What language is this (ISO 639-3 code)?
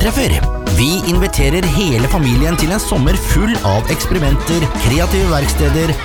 nor